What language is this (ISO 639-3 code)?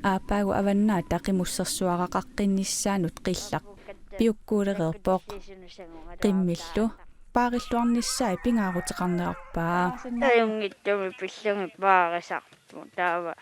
kal